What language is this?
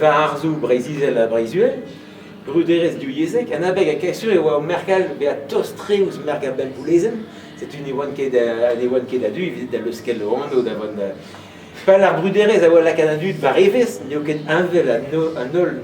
Breton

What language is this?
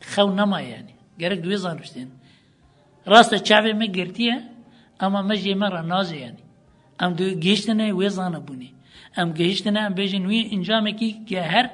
Kurdish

